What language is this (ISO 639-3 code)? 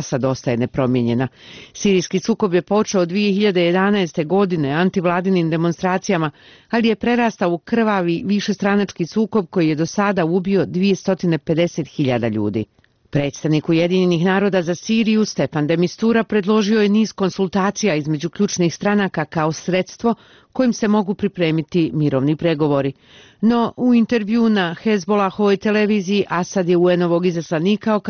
bos